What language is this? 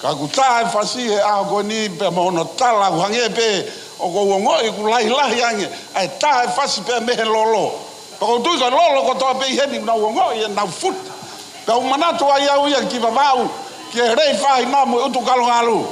Tongan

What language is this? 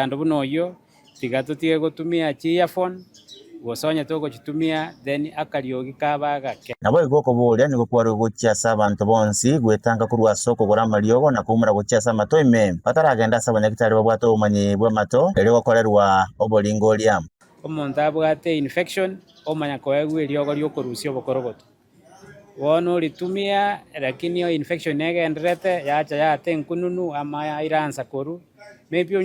Gusii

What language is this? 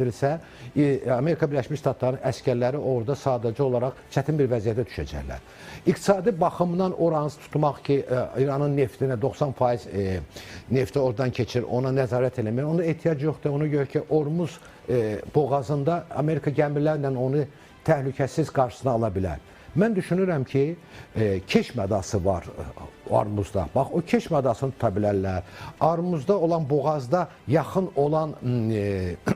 Azerbaijani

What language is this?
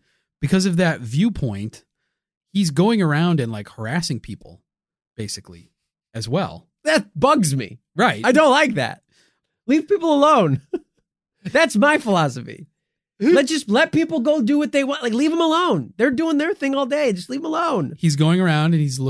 English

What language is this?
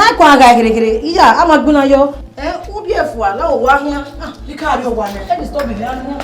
Bini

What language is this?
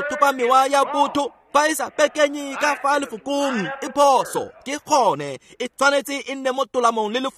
Tswana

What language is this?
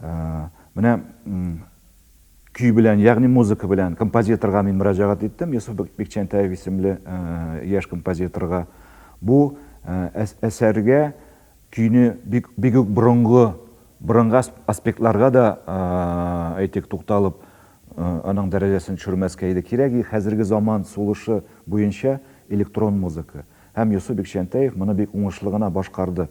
Tatar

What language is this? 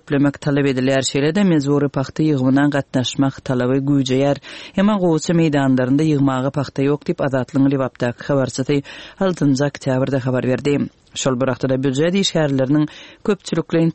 Turkmen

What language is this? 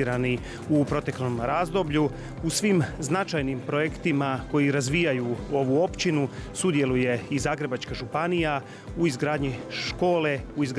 Croatian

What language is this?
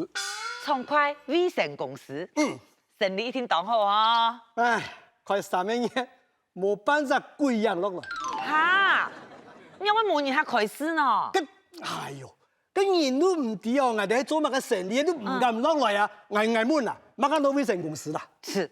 Hakka Chinese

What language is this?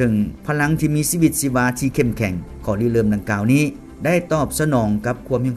Lao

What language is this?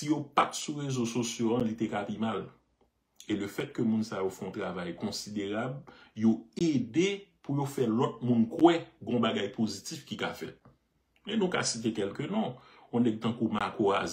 Haitian Creole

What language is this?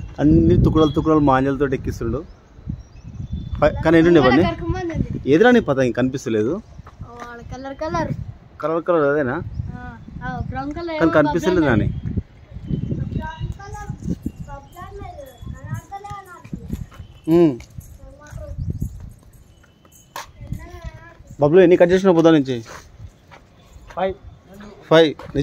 Telugu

